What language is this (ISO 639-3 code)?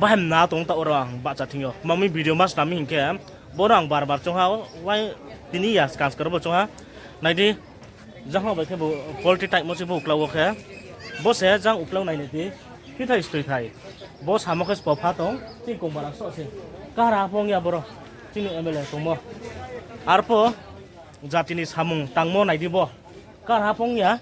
ria